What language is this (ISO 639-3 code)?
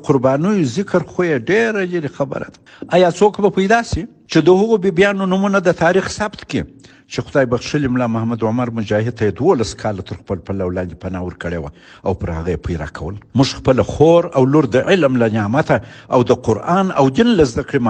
pus